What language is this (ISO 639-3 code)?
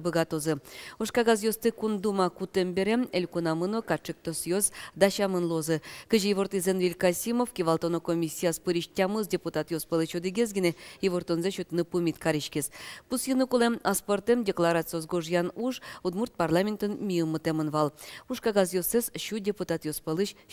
udm